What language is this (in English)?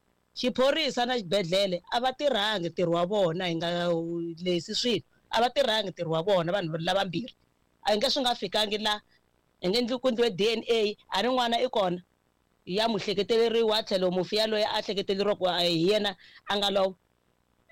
Tsonga